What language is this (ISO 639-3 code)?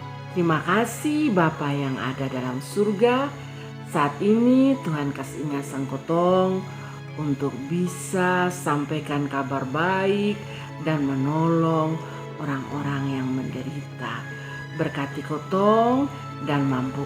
mkn